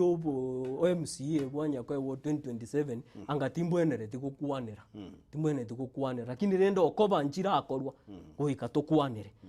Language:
Gusii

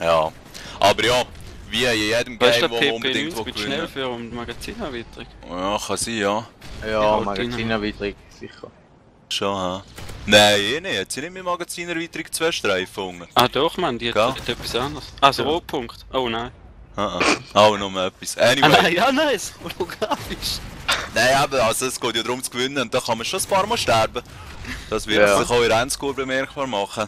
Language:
Swiss German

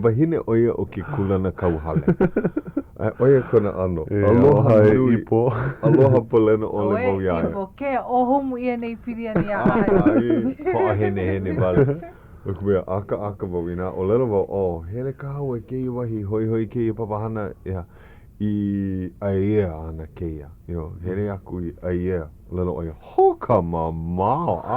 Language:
Hawaiian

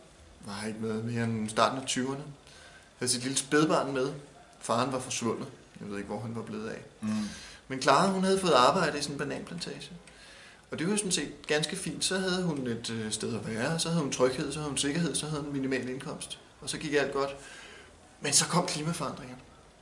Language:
Danish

